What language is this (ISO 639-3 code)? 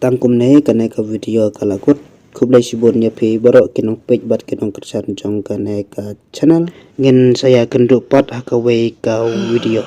kha